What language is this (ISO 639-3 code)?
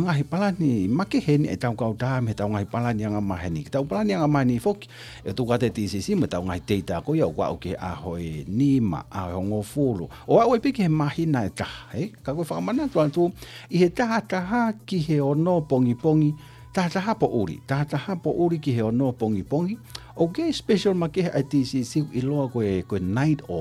ton